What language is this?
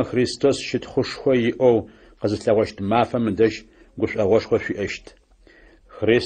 Adyghe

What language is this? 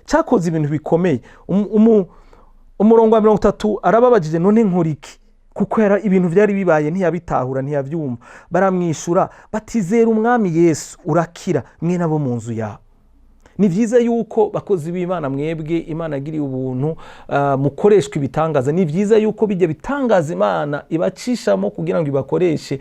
Rundi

